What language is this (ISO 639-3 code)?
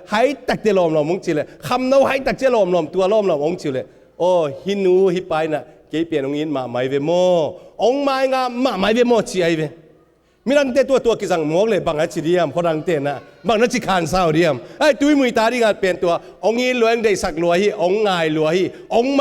ctd